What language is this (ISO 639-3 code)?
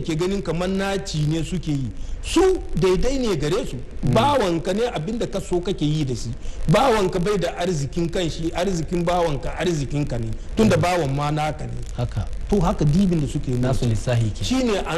hau